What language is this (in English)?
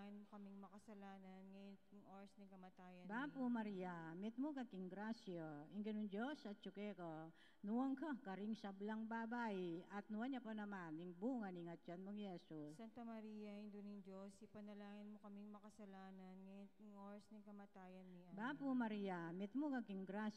Pampanga